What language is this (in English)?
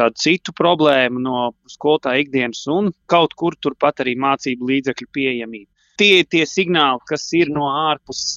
Latvian